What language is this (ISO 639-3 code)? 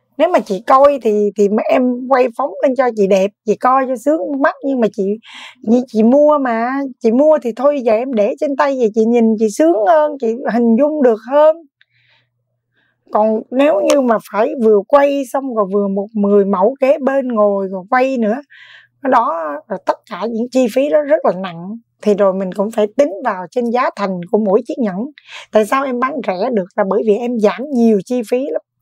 vie